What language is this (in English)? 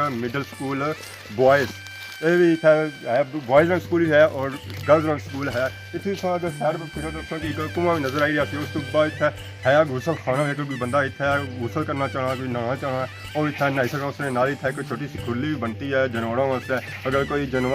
Pahari-Potwari